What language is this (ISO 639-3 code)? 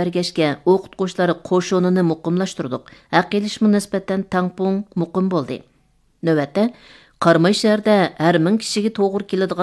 uig